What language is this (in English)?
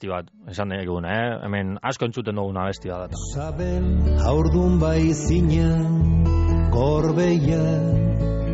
Basque